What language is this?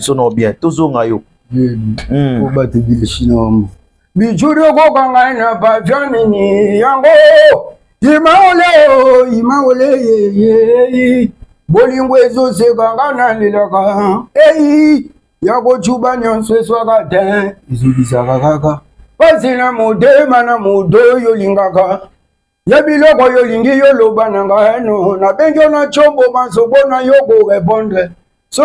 Lingala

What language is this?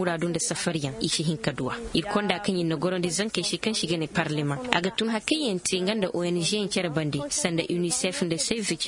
Zarma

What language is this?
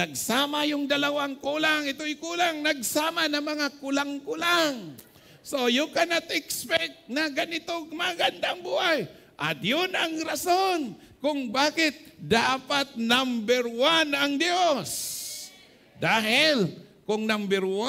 Filipino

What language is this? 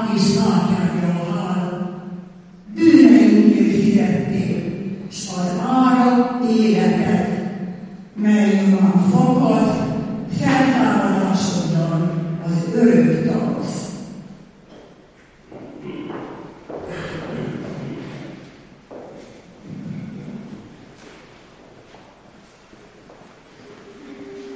Hungarian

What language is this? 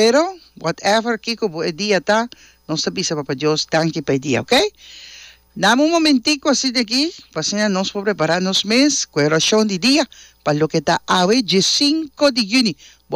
Papiamento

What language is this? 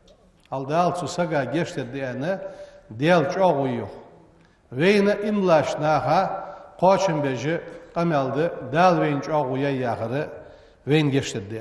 Ingush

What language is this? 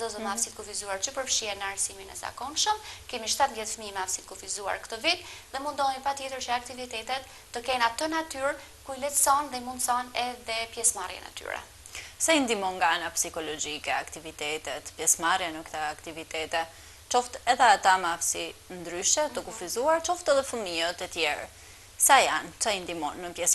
Albanian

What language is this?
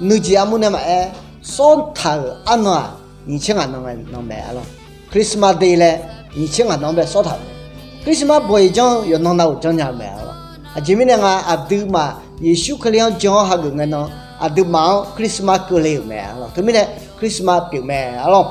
Akha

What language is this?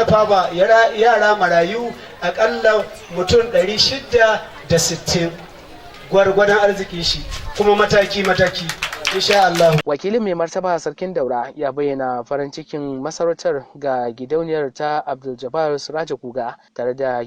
Hausa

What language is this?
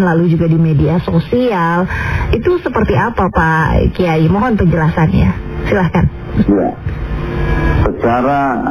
Indonesian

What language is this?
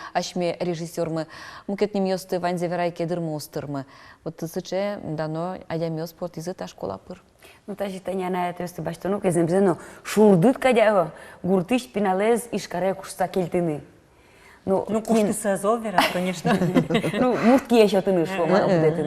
Udmurt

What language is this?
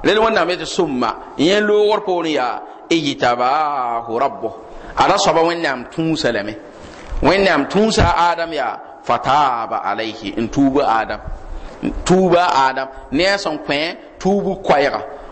Mossi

